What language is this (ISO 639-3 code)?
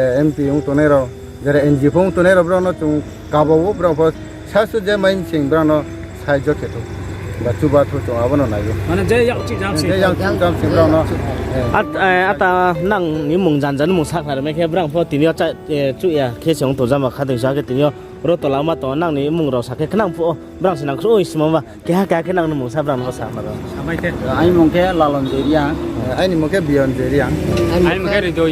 ria